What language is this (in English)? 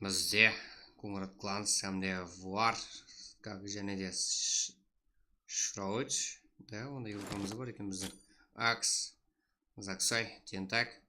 Kara-Kalpak